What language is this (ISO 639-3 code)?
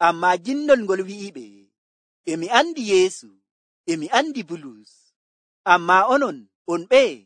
fuv